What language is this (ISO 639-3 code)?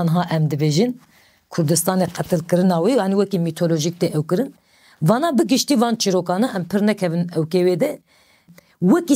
kur